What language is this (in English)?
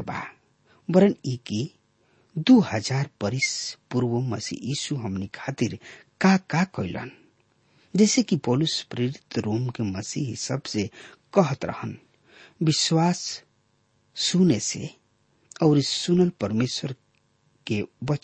Bhojpuri